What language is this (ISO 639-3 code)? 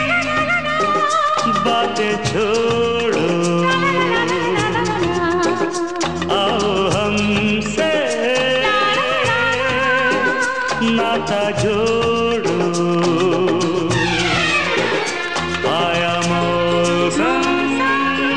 hin